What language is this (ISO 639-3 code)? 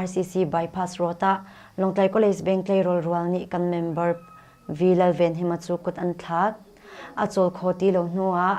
cnh